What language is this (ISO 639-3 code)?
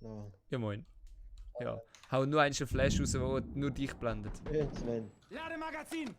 gsw